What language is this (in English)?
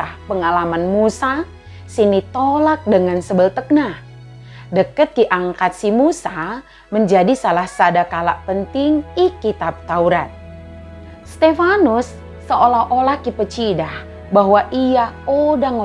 Batak Dairi